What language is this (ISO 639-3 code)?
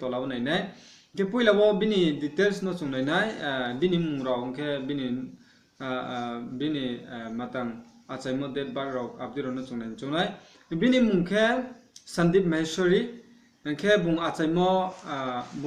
ria